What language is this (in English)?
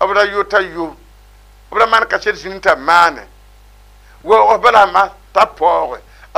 Mossi